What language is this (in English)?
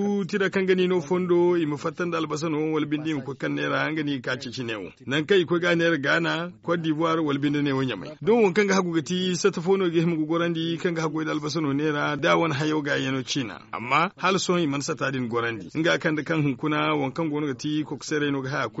Zarma